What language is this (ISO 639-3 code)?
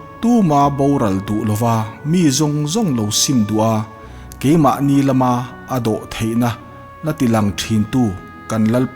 lus